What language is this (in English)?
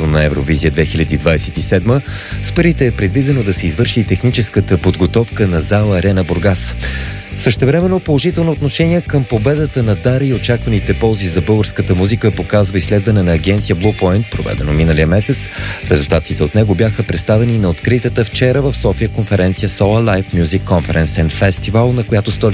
Bulgarian